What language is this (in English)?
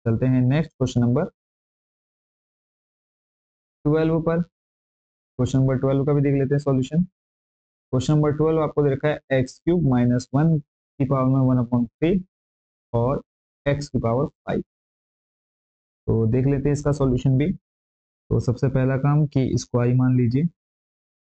Hindi